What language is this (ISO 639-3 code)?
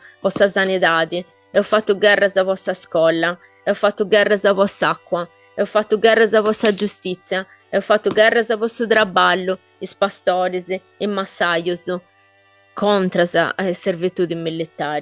srd